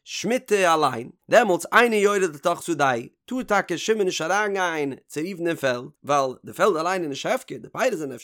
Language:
Yiddish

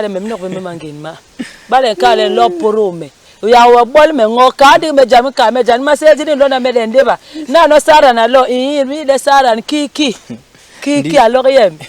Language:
Basaa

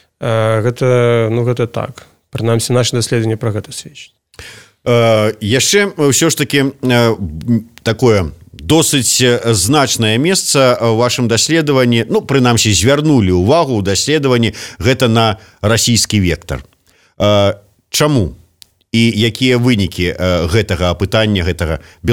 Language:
Belarusian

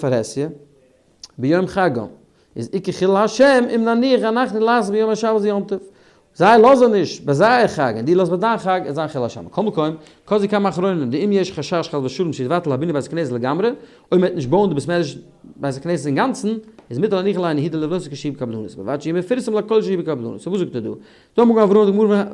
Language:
Yiddish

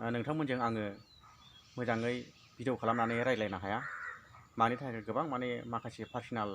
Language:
Bodo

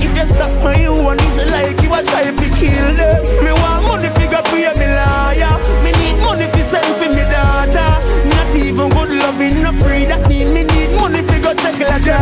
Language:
Jamaican Creole English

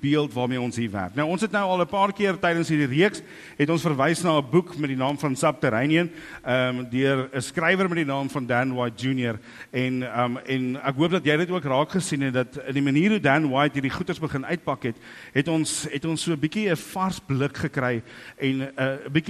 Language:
Afrikaans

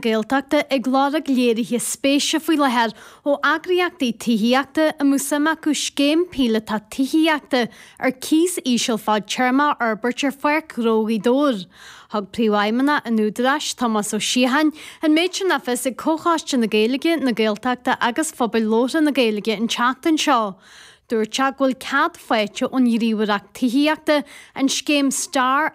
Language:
Irish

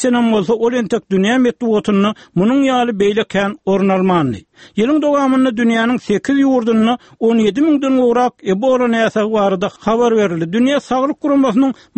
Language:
Turkmen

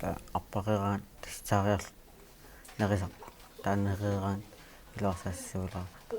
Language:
Kalaallisut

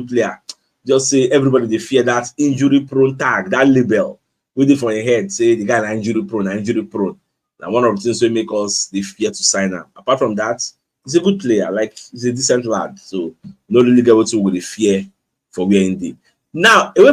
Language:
Nigerian Pidgin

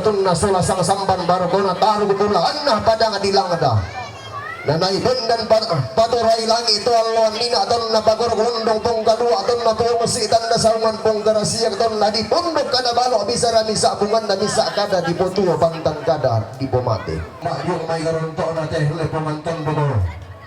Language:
Toraja-Sa'dan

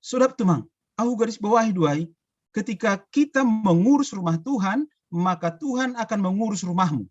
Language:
Batak Simalungun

